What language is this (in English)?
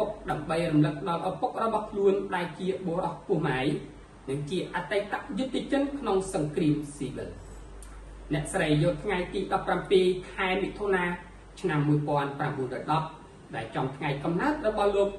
Khmer